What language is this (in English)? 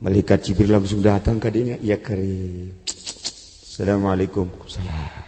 Sundanese